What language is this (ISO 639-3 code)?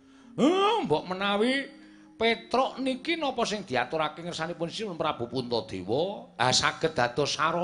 jav